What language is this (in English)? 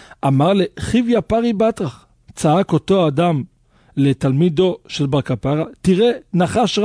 Hebrew